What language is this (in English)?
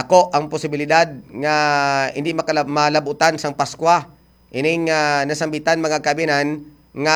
Hiligaynon